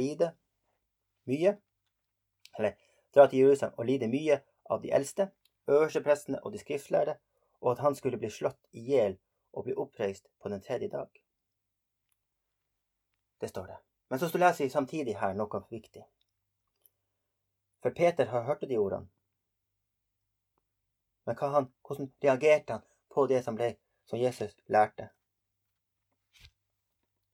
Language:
Norwegian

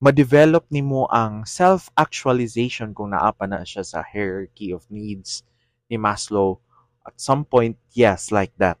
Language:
Cebuano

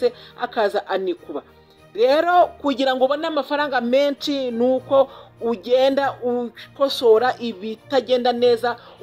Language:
Kinyarwanda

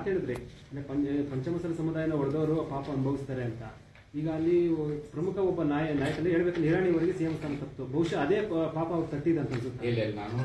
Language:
Kannada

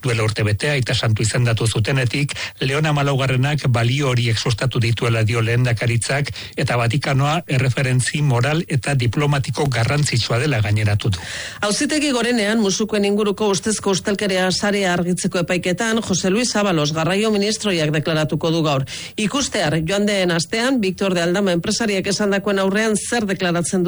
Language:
Basque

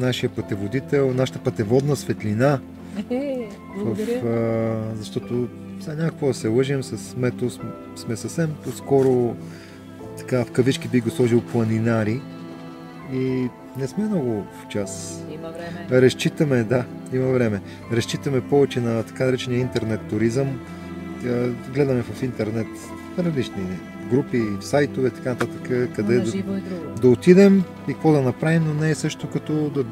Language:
Bulgarian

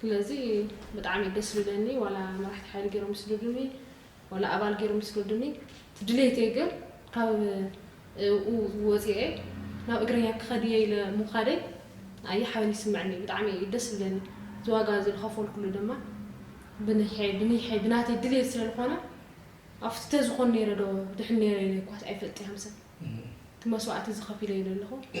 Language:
Tigrinya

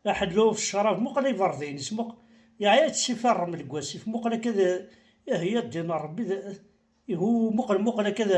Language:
Kabyle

